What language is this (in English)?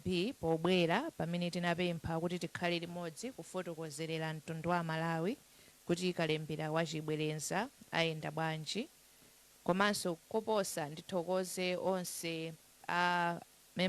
Nyanja